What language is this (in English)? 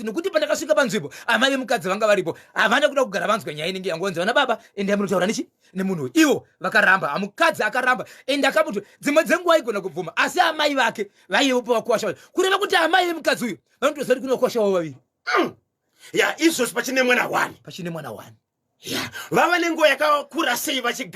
Shona